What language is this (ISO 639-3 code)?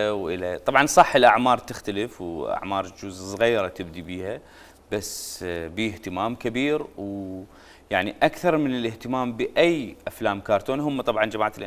acm